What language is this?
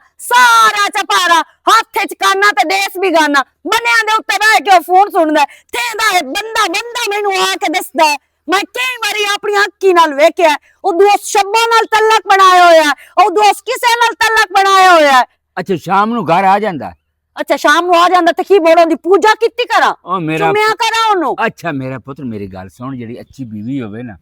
Western Panjabi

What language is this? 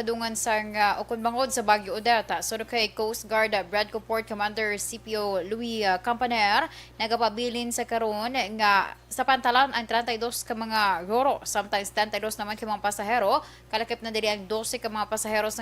Hiligaynon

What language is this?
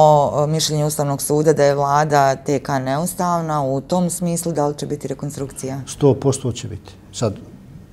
Bosnian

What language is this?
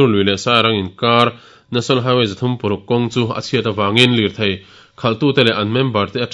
Mizo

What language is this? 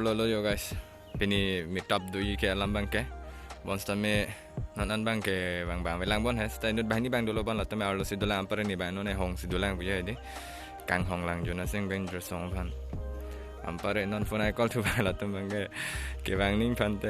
Karbi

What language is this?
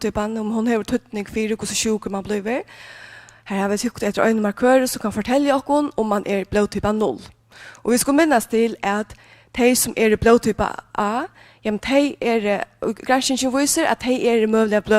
Faroese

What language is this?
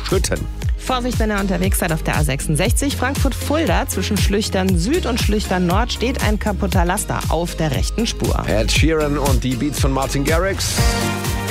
German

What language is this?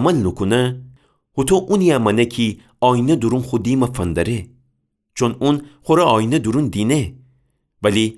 Gilaki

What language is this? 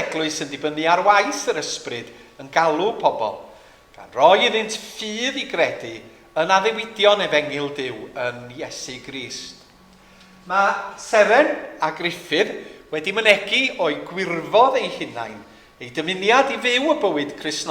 Welsh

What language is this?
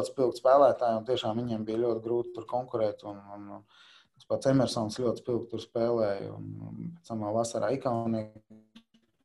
Latvian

